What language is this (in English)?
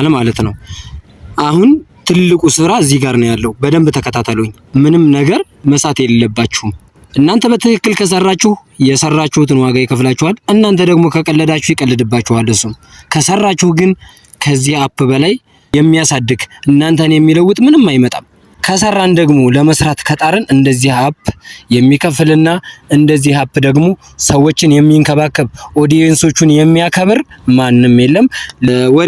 Amharic